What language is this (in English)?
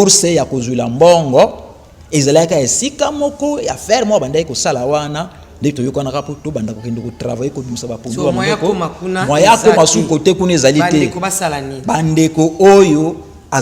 Lingala